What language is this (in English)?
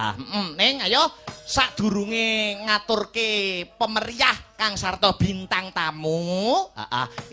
Javanese